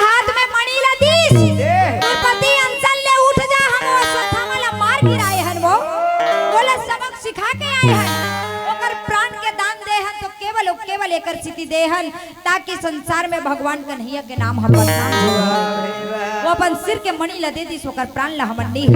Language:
Chhattisgarhi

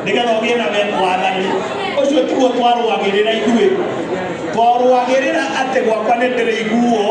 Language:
Kikuyu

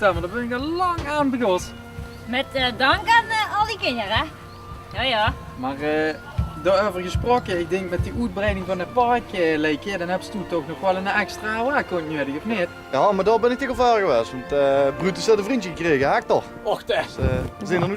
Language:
Limburgish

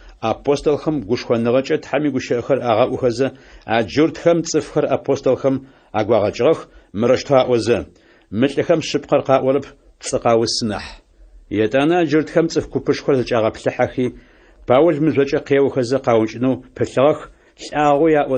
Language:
Adyghe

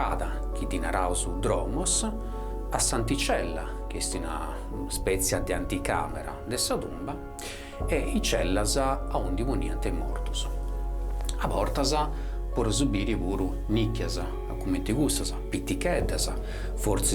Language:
Sardinian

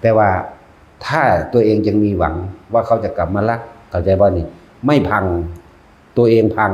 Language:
Northeastern Thai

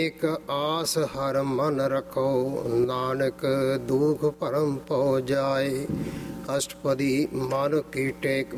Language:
Punjabi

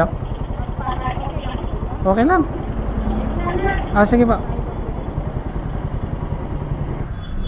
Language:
Filipino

